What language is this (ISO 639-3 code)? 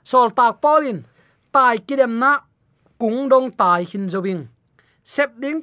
ctd